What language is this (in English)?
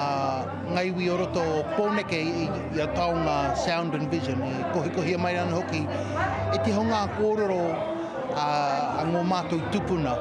Māori